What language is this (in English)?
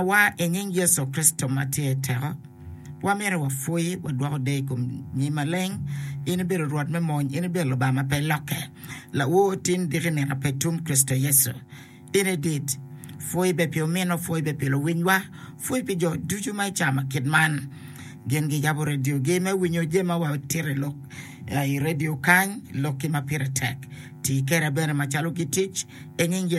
Acoli